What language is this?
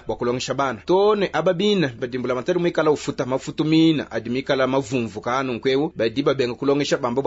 Luba-Lulua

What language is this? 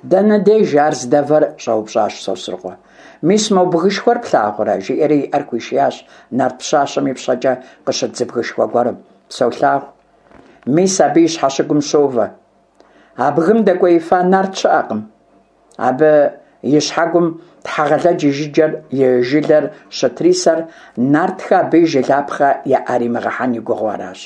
Kabardian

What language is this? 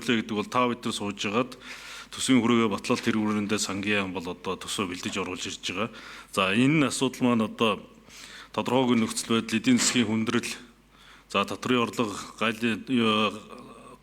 Mongolian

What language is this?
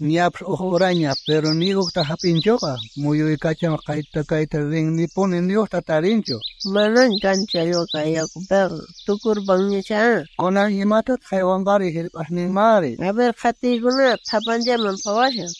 South Bolivian Quechua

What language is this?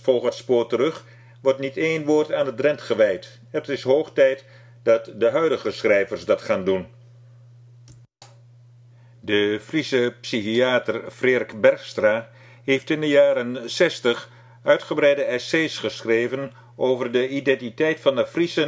Dutch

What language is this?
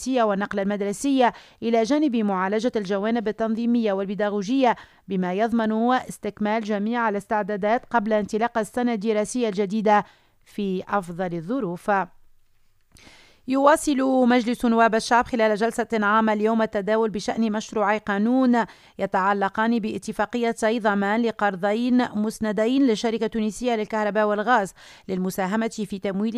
Tunisian Arabic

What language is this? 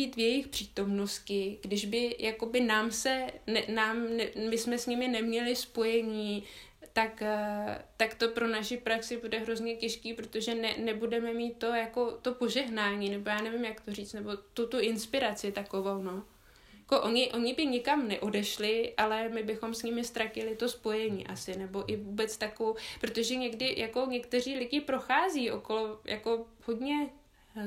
Czech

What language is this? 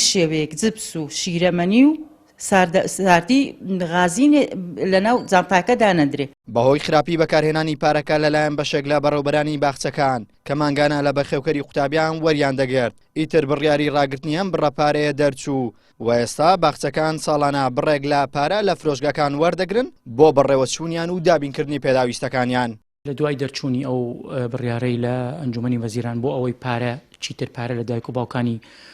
Central Kurdish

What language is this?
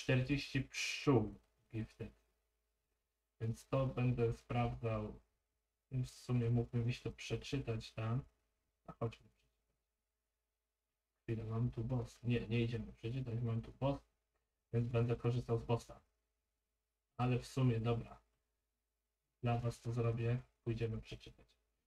Polish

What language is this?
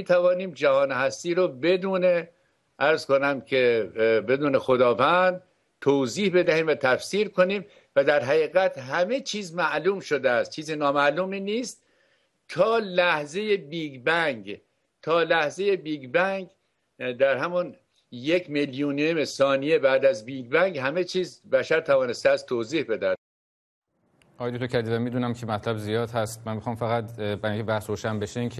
Persian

